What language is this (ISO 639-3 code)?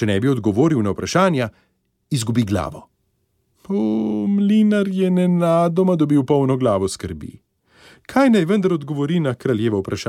slv